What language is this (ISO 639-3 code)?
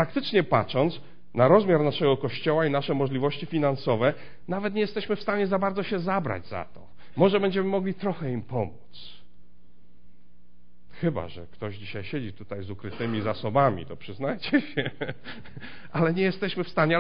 pol